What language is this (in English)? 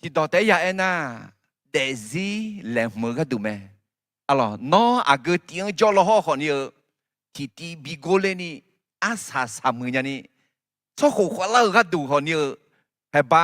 Akha